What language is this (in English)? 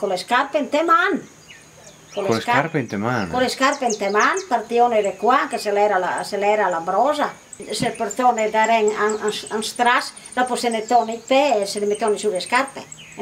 Venetian